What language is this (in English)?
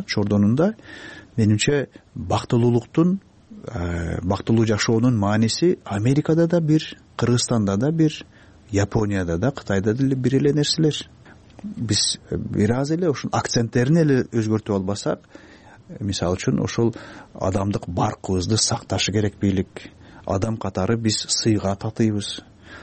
Kyrgyz